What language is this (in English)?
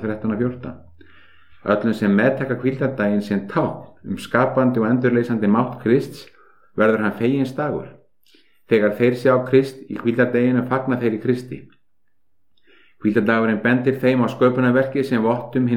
Icelandic